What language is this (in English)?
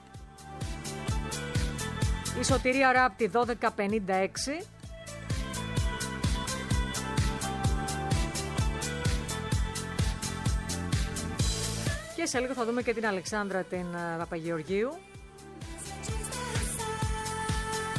Greek